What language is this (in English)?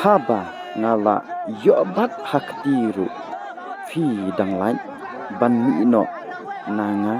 Khasi